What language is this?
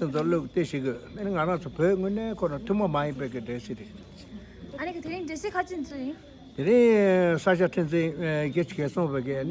Tibetan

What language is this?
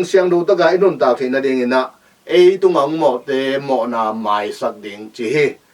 Tedim Chin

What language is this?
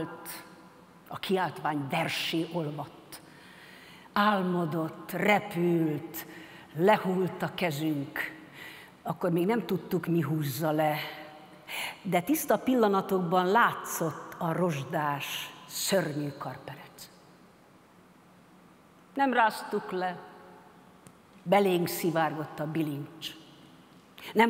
Hungarian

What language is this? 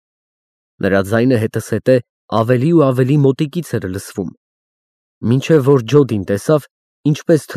Armenian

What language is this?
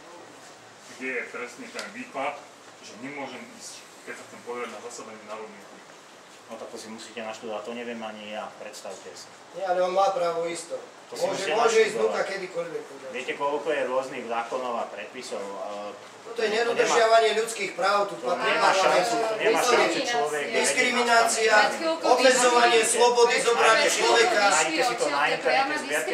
Slovak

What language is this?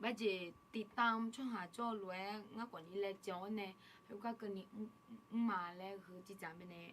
Akha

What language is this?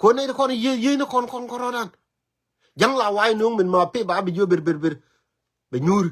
Nuer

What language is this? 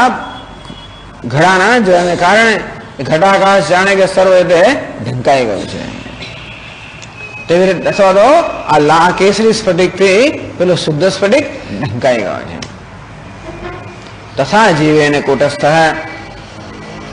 Gujarati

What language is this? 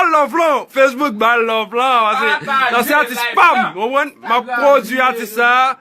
Haitian Creole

